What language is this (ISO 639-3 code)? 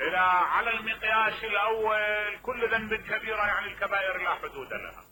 acm